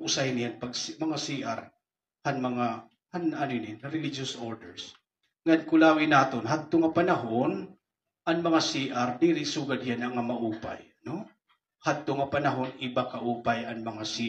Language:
Waray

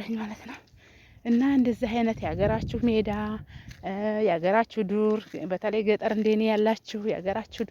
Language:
Amharic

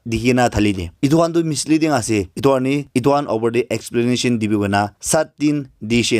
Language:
Naga Pidgin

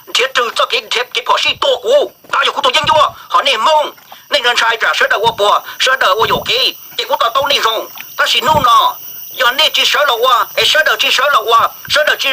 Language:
Hmong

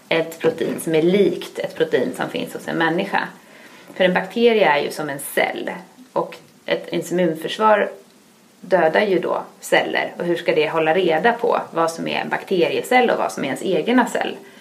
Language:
Swedish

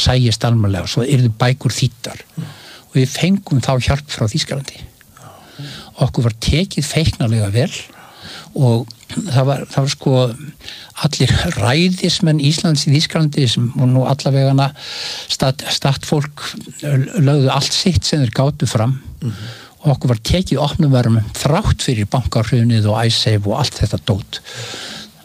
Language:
Icelandic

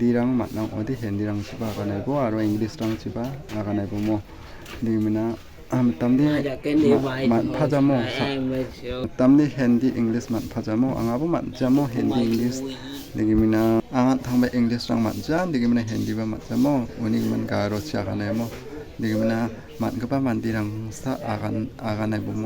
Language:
Garo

